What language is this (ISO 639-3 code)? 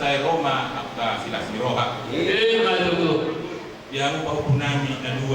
bbc